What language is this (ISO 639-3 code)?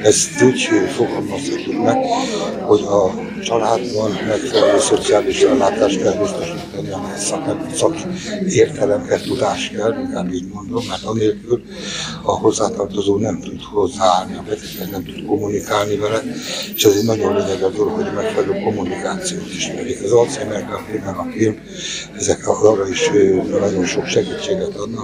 hun